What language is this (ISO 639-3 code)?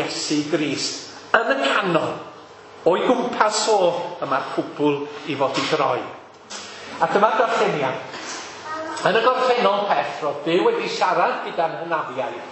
cym